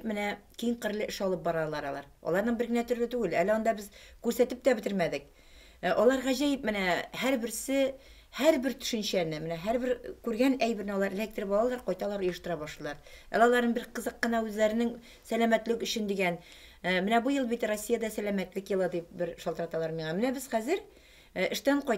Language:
Tatar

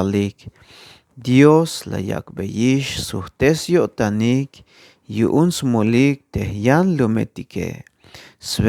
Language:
Tzeltal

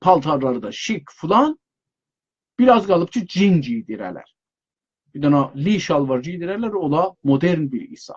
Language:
South Azerbaijani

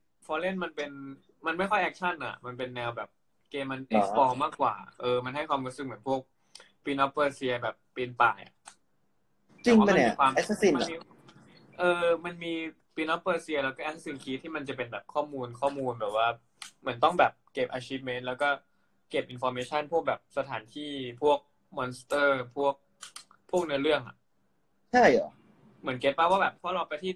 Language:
Thai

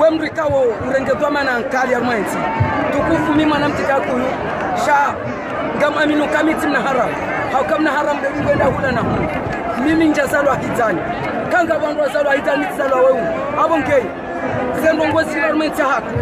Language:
Ngazidja Comorian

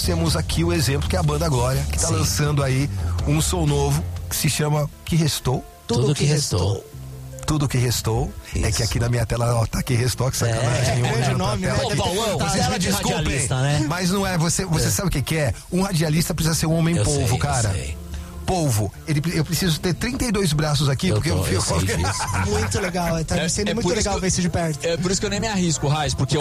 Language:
Portuguese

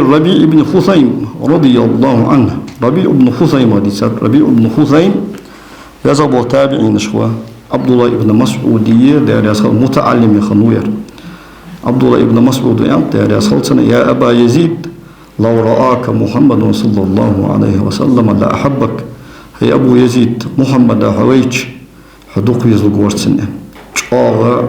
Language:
Ingush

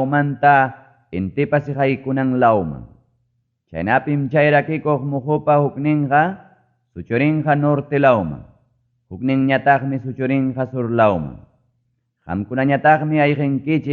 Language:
Ayacucho Quechua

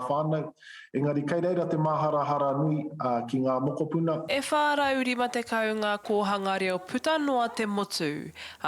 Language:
Māori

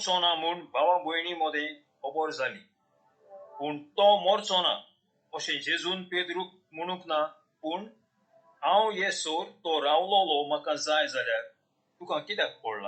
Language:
Konkani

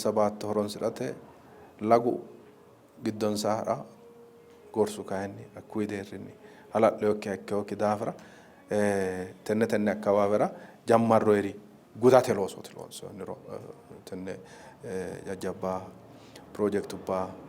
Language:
Sidamo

